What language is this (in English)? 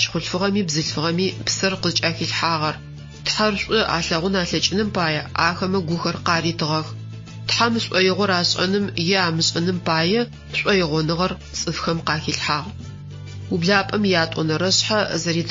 Adyghe